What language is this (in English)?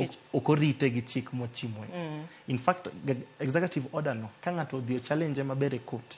Luo (Kenya and Tanzania)